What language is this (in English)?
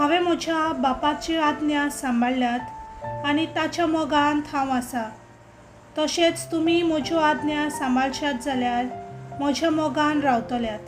Konkani